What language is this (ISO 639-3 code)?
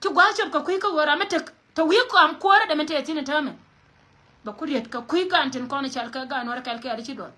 nus